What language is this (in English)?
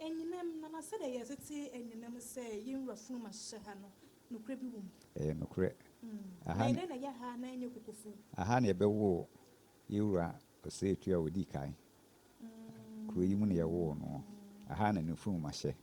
Akan